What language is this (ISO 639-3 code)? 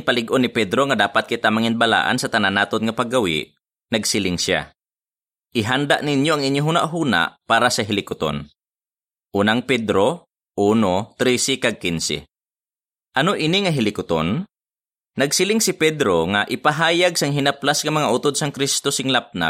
hil